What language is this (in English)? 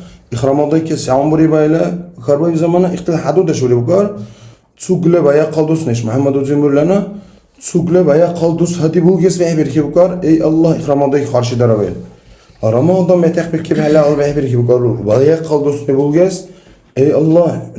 Dargwa